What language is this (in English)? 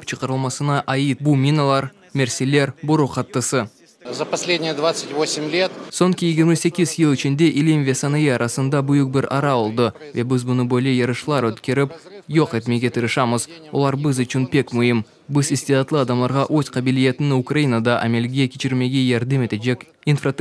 Crimean Tatar